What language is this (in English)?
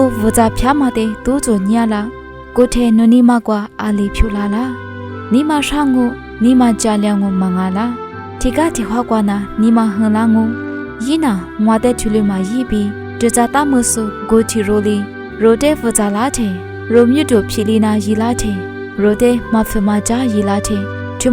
Lisu